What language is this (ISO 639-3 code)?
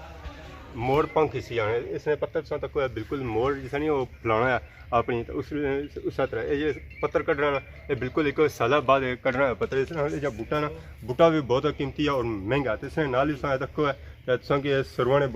phr